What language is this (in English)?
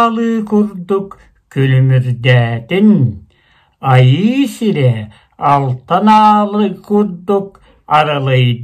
Yakut